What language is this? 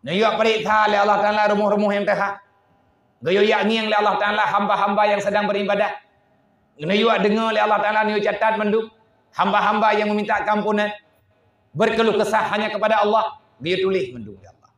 Achinese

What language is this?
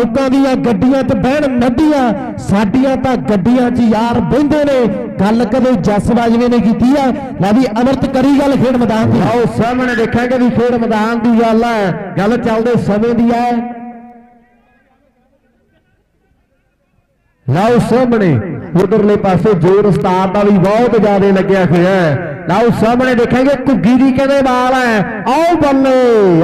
Punjabi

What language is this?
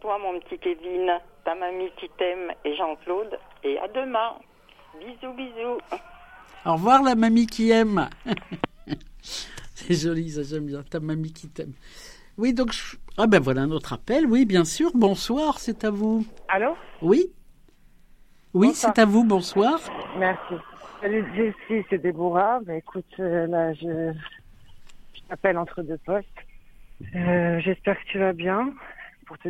French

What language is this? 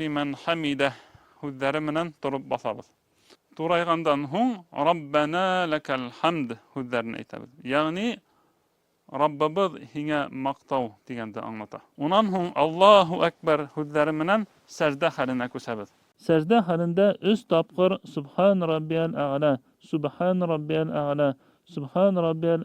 Bashkir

